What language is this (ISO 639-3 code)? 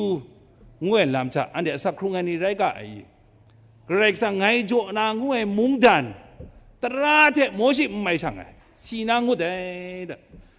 kac